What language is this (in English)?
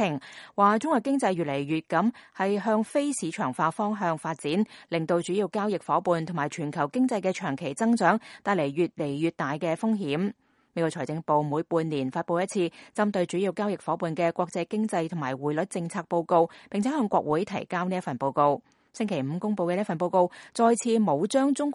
Cantonese